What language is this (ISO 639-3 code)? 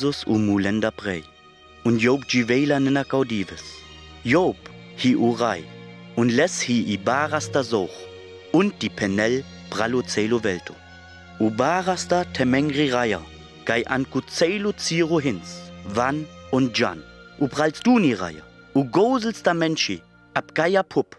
rmo